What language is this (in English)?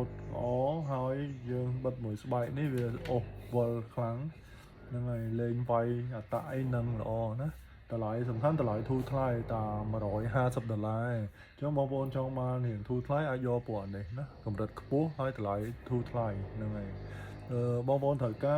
Khmer